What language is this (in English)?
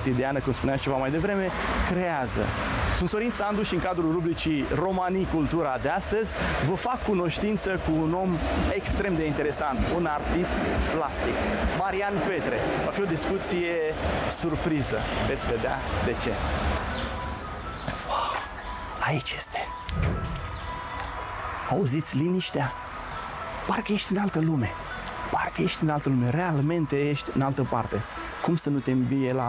Romanian